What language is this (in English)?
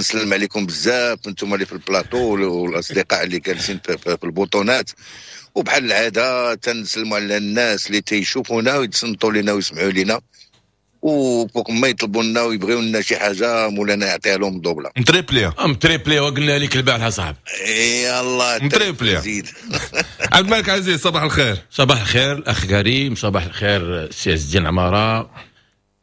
Moroccan Arabic